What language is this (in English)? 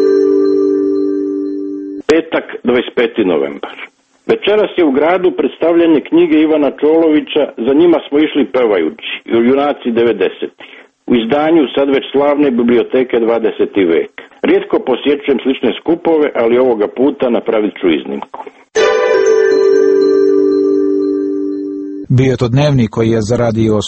Croatian